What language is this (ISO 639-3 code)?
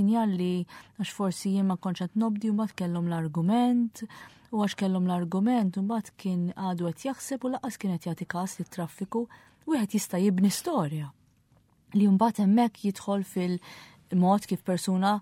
mlt